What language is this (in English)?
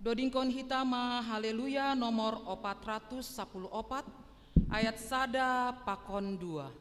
Batak Simalungun